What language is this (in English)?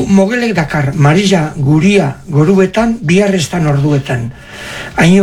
Basque